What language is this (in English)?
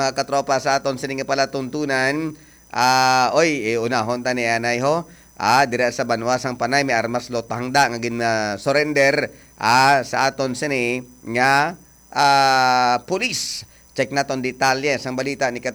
Hiligaynon